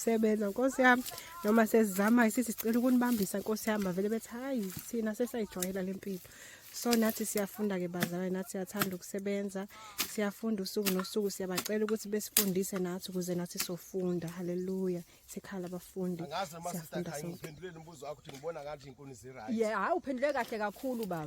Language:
Zulu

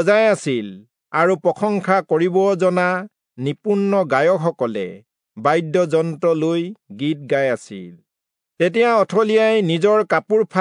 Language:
Assamese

